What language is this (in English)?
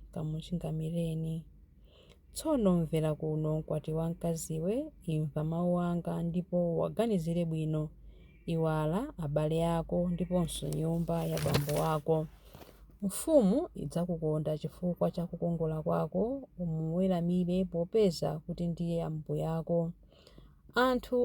Nyanja